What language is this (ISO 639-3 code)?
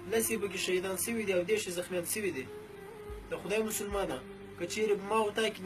pus